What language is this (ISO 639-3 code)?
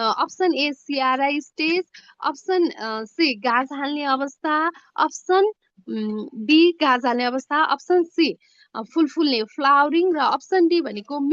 nep